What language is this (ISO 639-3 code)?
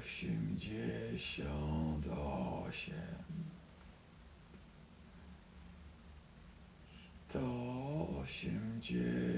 pol